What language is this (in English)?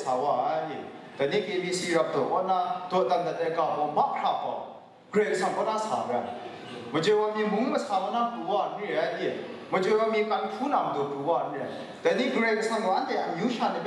Kachin